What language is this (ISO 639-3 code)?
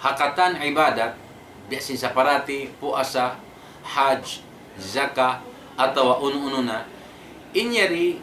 tsg